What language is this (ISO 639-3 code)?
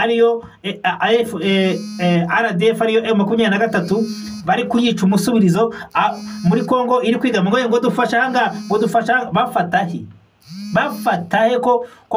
kin